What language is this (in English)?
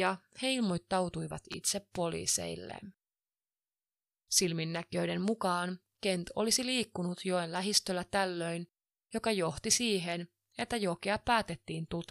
Finnish